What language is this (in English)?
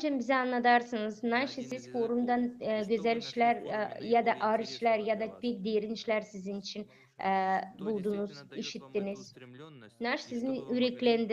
Gagauz